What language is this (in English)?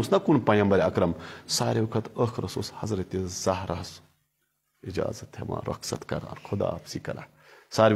Kashmiri